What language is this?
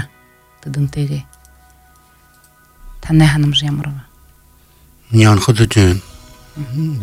Buriat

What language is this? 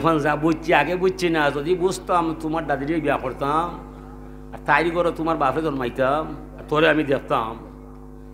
Sylheti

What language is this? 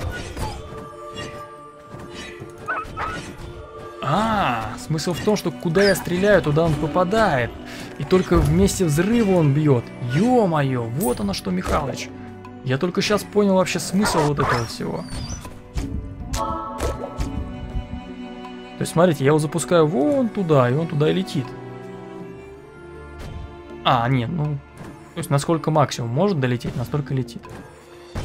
Russian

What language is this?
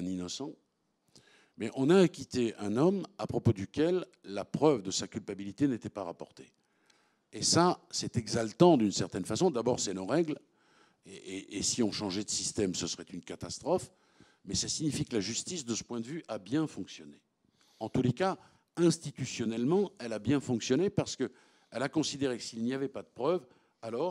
French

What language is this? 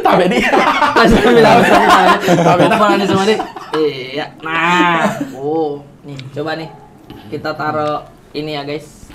Makassar Malay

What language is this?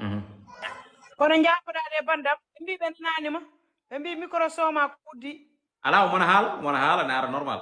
Fula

